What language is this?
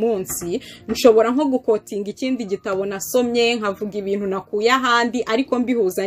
Kinyarwanda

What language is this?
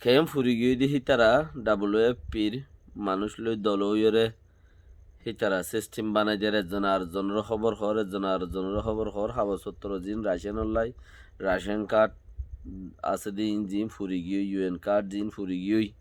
Rohingya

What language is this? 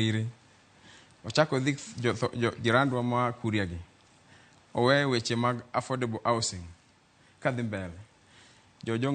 Luo (Kenya and Tanzania)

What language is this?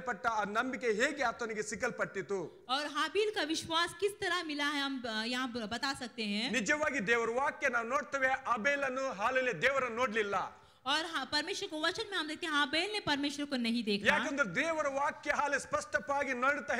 Kannada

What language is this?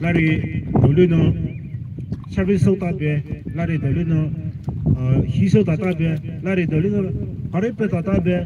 Poumei Naga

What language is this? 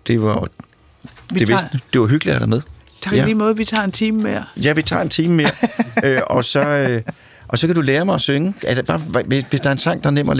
Danish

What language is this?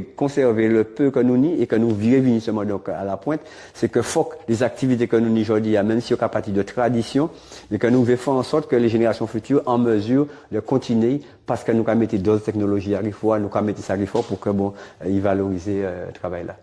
Guadeloupean Creole French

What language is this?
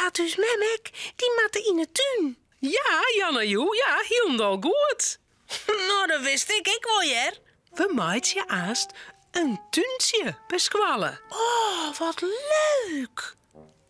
Western Frisian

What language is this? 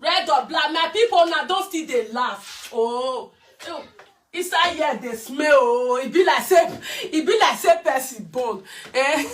Nigerian Pidgin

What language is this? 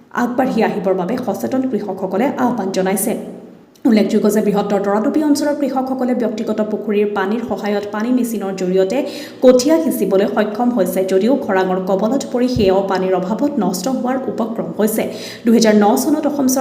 Assamese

